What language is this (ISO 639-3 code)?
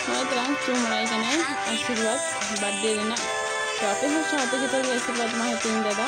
sat